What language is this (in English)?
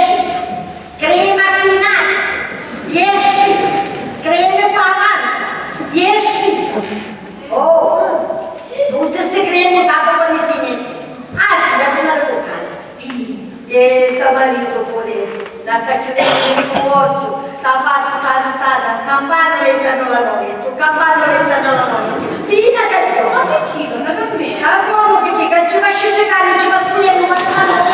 Sicilian